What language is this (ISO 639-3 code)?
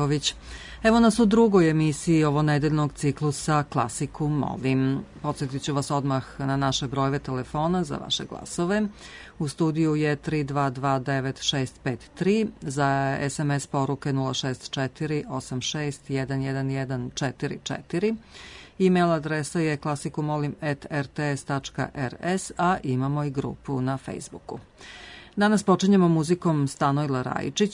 srp